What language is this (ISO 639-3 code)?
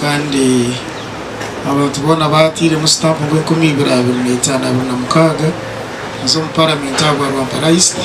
nyn